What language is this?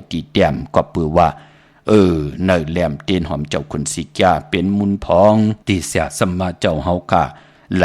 Shan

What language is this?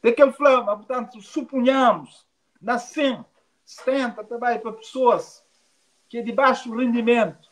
Kabuverdianu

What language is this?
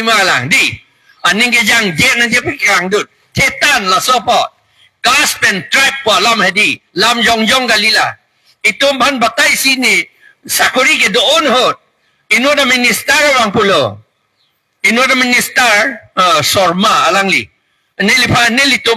Karbi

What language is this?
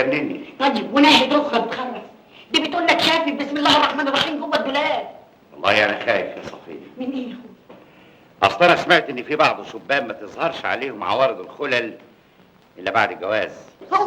Egyptian Arabic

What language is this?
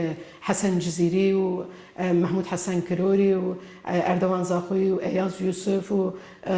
Kurdish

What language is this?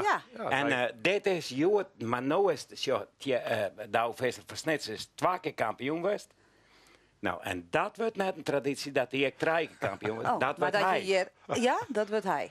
Western Frisian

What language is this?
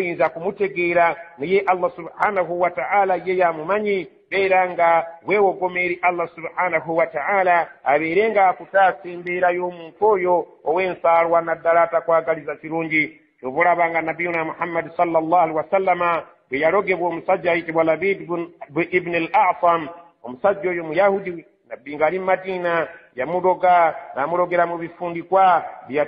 Ganda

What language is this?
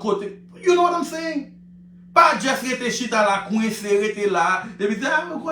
Haitian Creole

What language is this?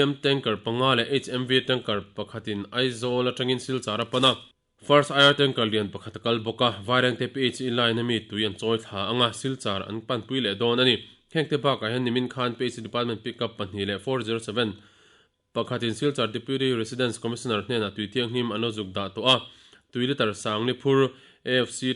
Mizo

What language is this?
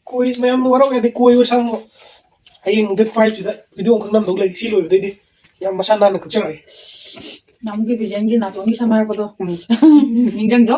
Manipuri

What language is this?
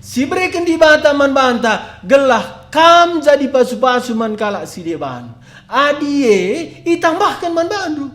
Batak Karo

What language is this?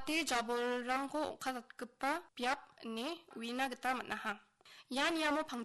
Garo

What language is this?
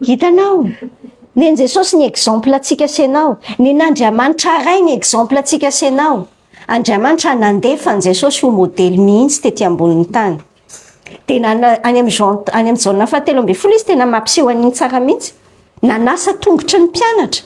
Malagasy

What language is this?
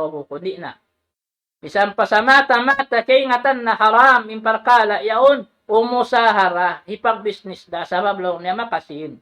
Tausug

